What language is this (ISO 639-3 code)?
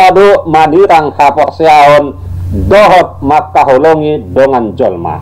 bbc